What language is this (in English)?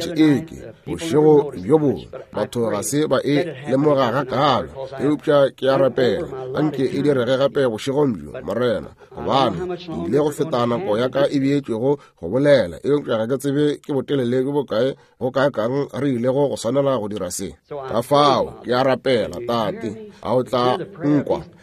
Northern Sotho